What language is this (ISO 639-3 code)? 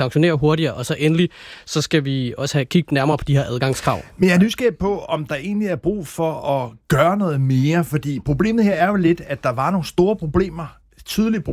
dan